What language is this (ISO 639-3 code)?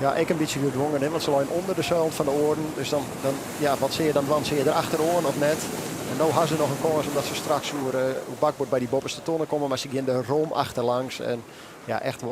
fry